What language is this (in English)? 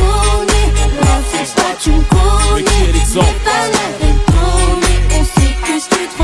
French